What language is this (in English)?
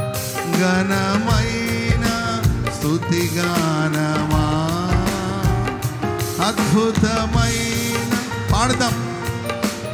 Telugu